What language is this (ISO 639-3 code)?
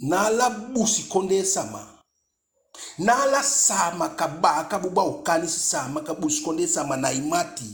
djk